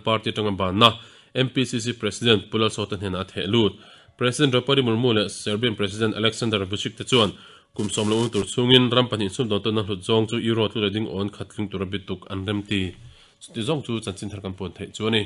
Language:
Mizo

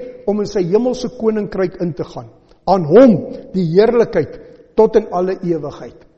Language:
Afrikaans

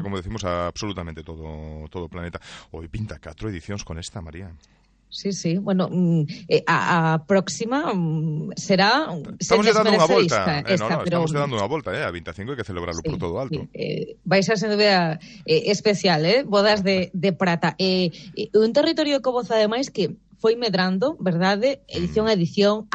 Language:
Galician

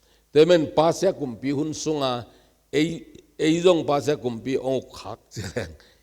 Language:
Tedim Chin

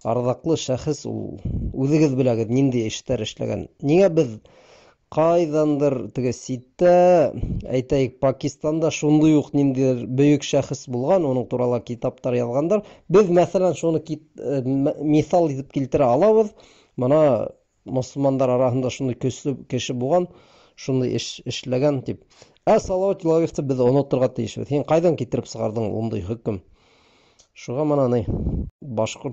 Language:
Bashkir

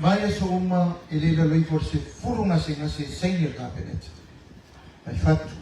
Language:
Samoan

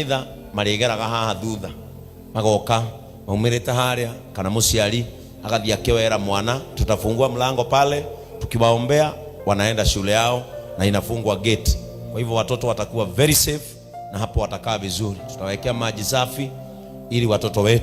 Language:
Kikuyu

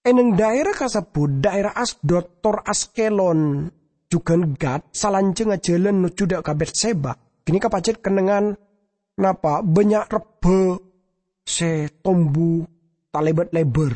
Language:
Madurese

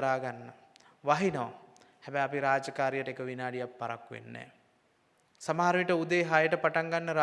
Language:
Sinhala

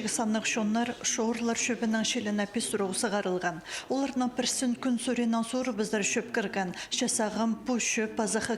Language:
Khakas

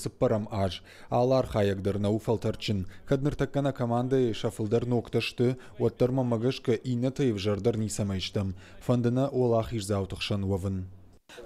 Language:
Ossetic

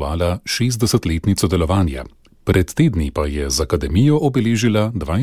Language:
Slovenian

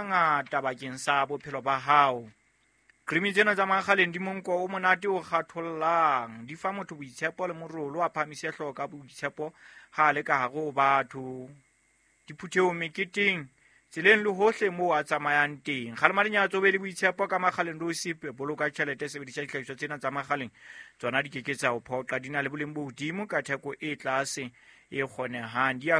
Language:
Southern Sotho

